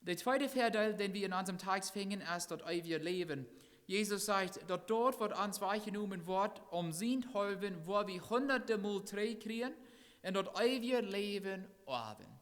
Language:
Plautdietsch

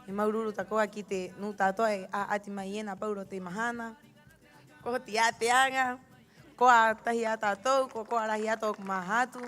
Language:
Rapanui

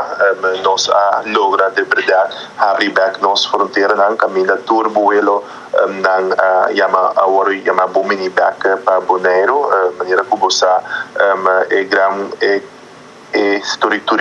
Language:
Papiamento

